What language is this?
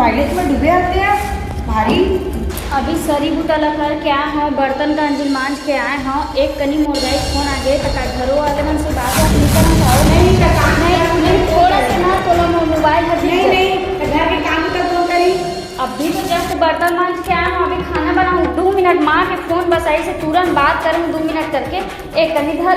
Chhattisgarhi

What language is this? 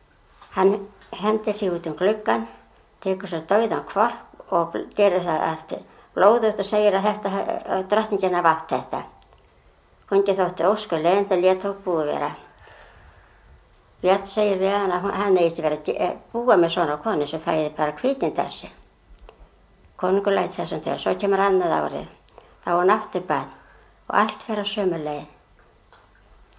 Icelandic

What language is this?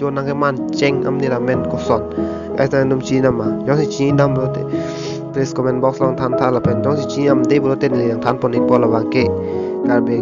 Karbi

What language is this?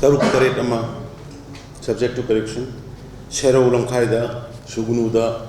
Manipuri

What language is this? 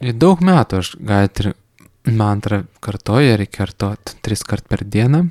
Lithuanian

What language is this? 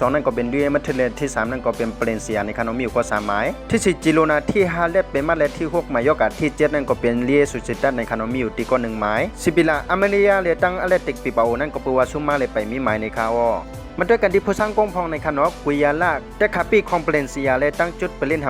Shan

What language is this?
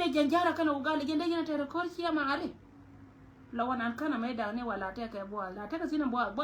Nuer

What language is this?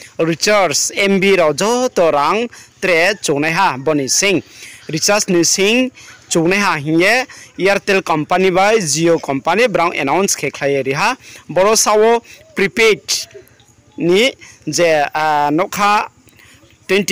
Riang (India)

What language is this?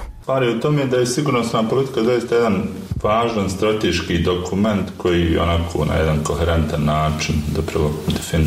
Bosnian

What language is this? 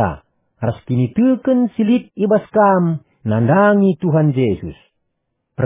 Batak Karo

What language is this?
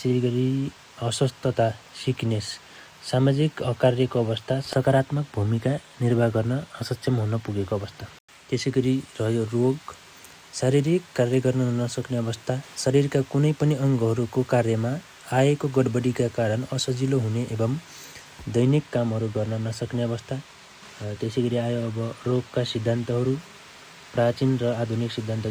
Nepali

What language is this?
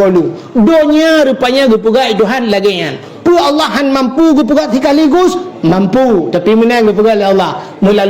Achinese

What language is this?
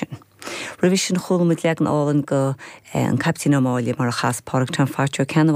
Irish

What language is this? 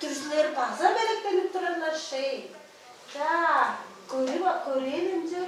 Tuvinian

